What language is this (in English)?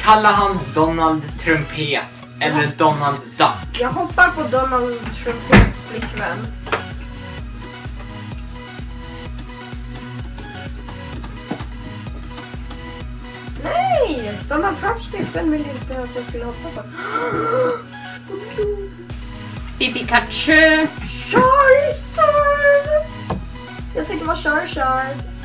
Swedish